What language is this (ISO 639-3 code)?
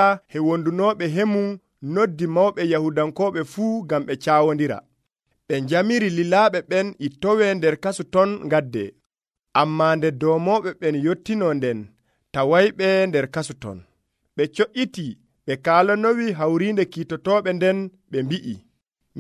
fuv